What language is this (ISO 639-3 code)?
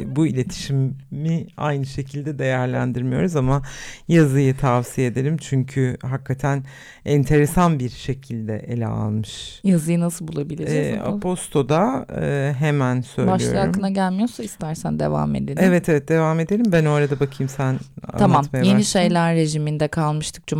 tur